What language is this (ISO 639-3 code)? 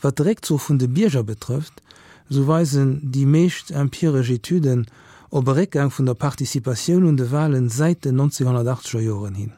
ltz